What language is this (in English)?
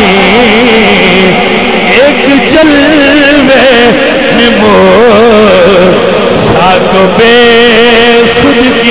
Urdu